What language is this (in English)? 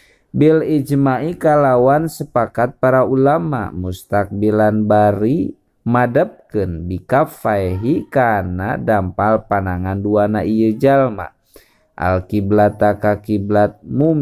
Sundanese